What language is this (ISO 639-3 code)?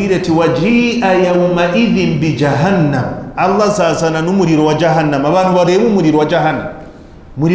kin